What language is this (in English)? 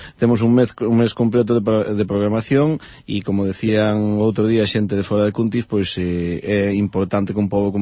Galician